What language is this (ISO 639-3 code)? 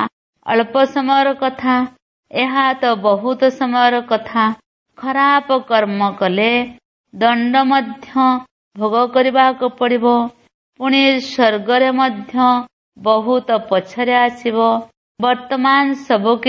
ori